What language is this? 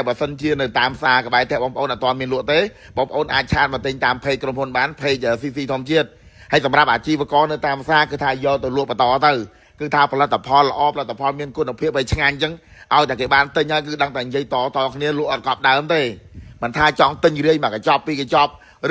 Khmer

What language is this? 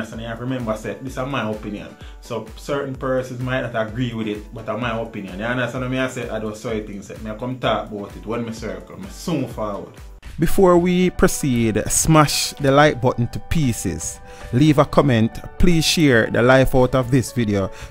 Jamaican Creole English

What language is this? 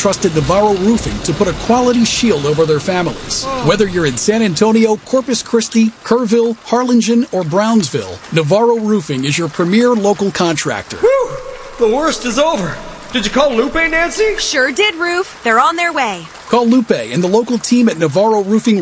English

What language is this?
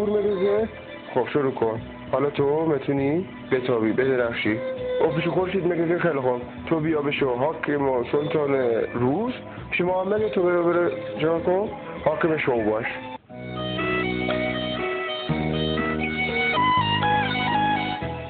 Persian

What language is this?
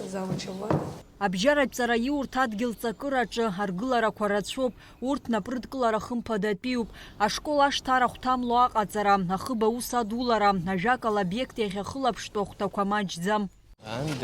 Abkhazian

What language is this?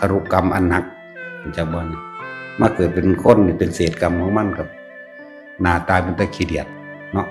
Northeastern Thai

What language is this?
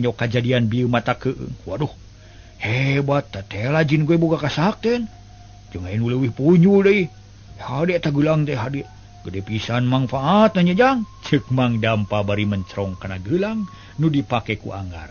Sundanese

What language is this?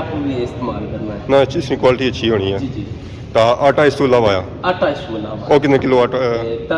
Pahari-Potwari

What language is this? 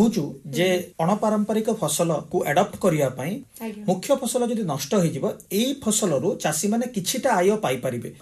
Odia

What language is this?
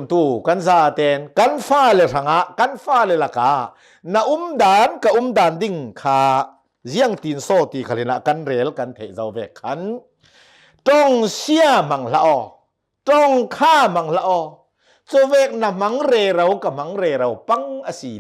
Hakha Chin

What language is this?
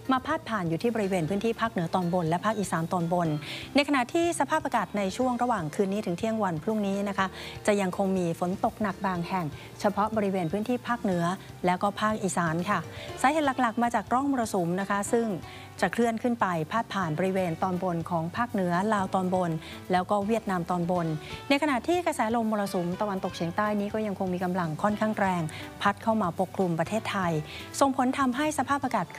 Thai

